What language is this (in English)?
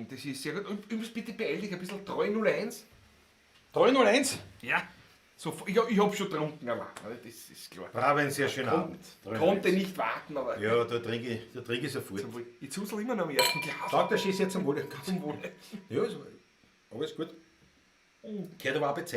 Bavarian